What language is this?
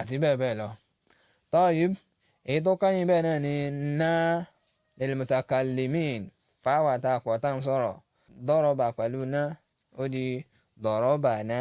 Yoruba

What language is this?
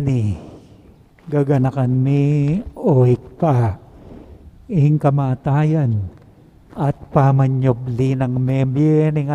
Pampanga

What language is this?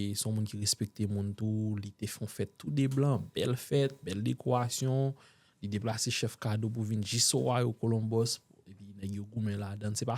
Haitian Creole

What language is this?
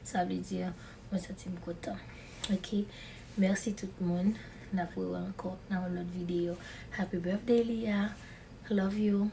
Haitian Creole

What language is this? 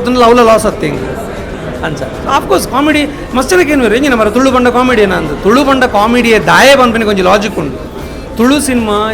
Tulu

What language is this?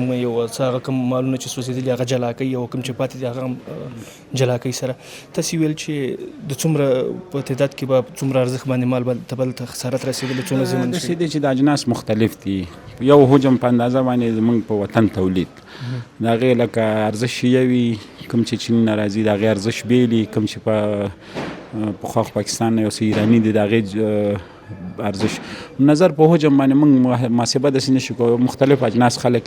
Pashto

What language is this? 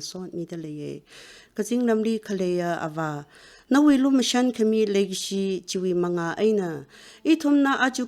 Tangkhul Naga (India)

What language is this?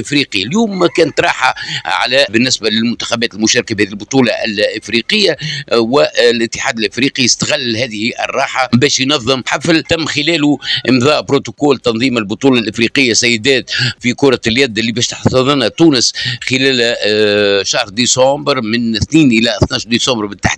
Tunisian Arabic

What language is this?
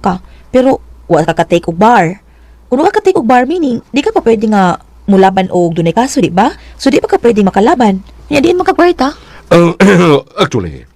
Cebuano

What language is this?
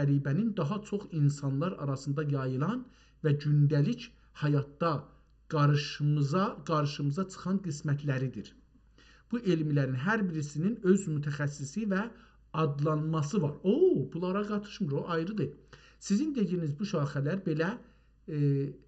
South Azerbaijani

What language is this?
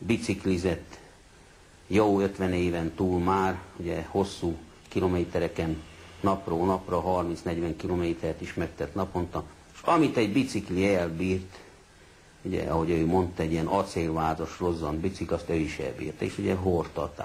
Hungarian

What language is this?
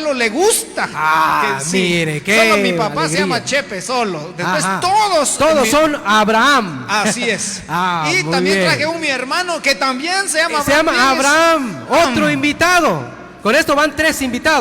Q'anjob'al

